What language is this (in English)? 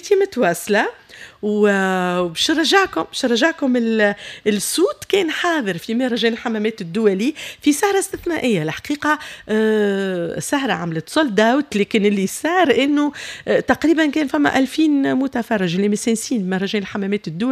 Tunisian Arabic